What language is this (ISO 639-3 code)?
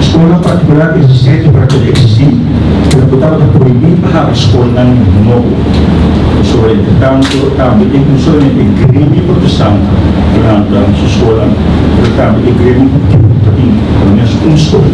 pap